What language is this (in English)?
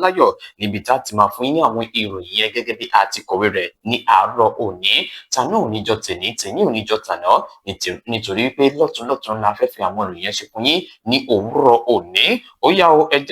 Yoruba